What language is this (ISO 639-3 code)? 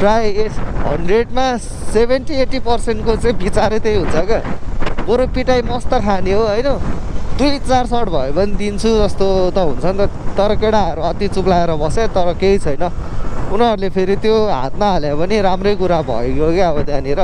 nep